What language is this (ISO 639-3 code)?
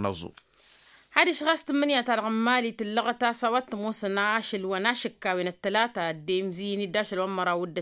taq